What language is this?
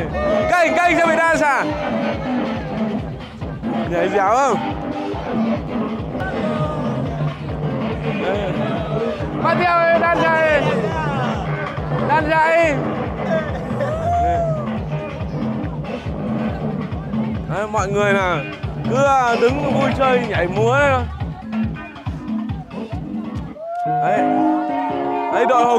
Vietnamese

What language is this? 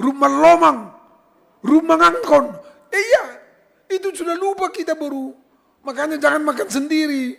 Batak Simalungun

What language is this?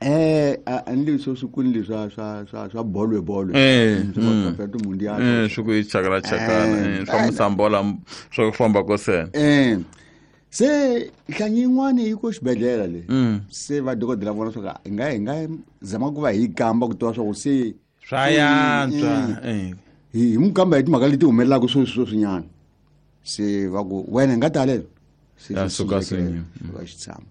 Tsonga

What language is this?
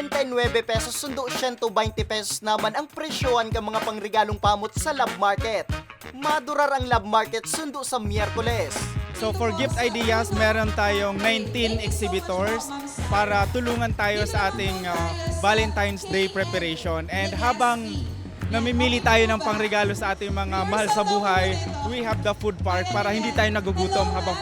Bikol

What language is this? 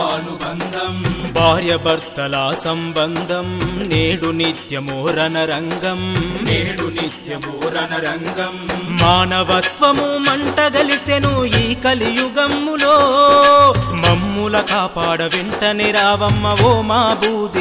Telugu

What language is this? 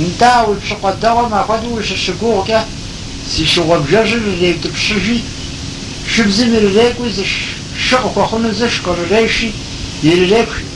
Kabardian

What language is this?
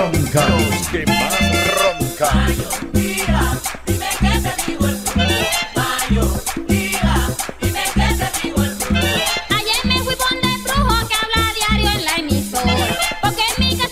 Spanish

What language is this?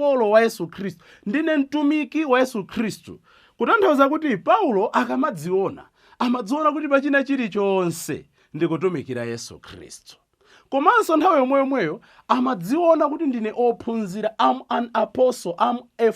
Nyanja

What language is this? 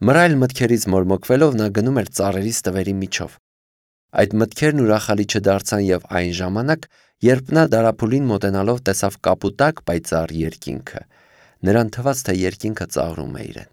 Armenian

